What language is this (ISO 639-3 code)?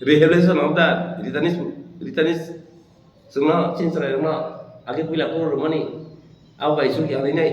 trp